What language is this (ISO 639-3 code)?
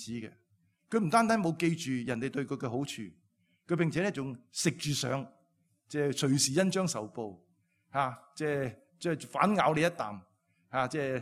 yue